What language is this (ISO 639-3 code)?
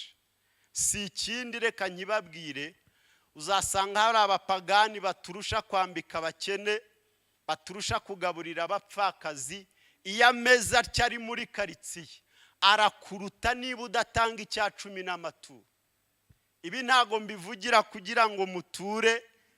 kin